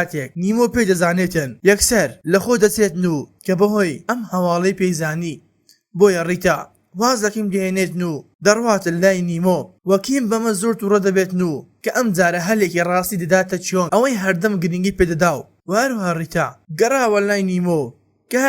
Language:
Central Kurdish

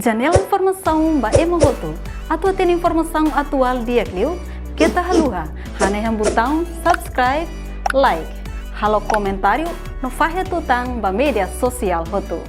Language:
Tetum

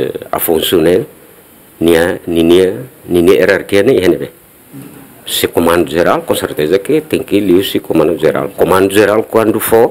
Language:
Tetum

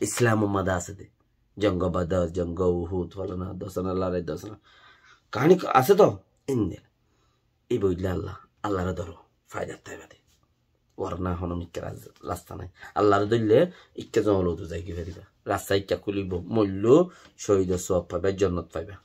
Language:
Rohingya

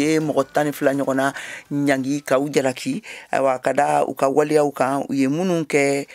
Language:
Bambara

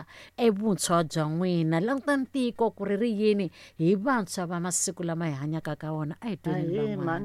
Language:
Tsonga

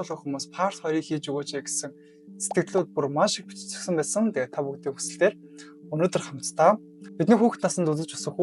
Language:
Mongolian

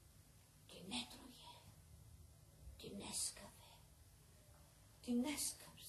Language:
Greek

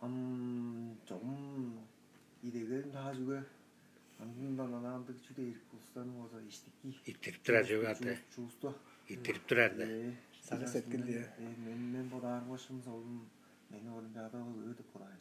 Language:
Tuvinian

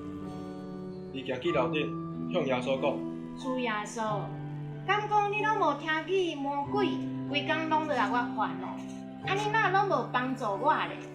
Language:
Min Nan Chinese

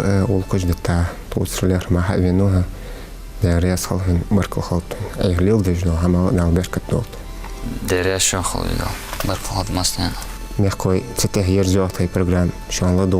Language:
Ingush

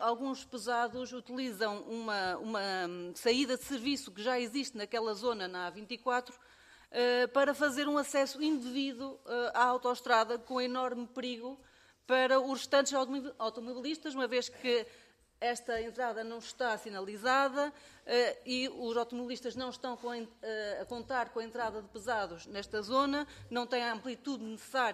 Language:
Portuguese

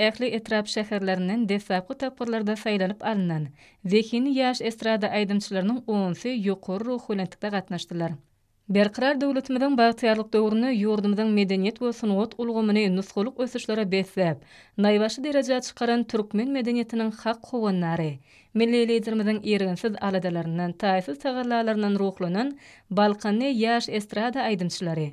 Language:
Turkmen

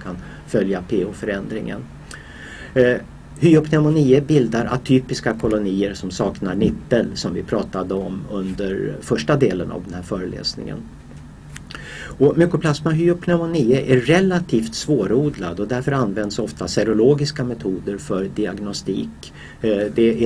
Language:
Swedish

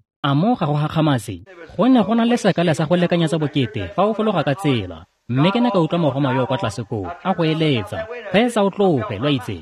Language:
Tswana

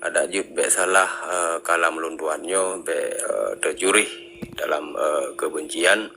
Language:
Achinese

